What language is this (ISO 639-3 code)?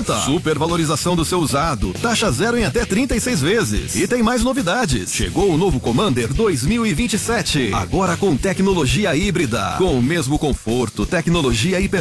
por